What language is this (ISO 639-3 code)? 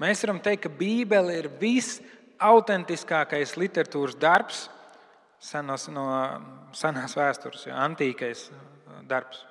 lav